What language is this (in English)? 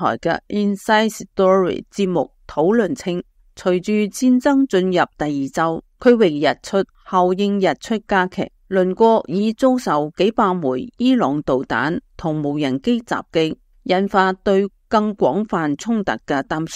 Cantonese